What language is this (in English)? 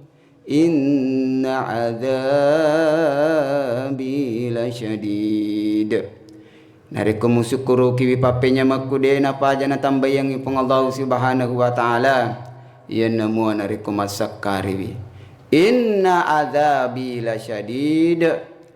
Buginese